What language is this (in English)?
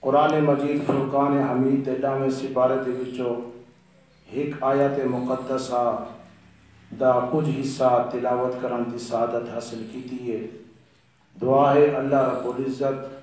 Saraiki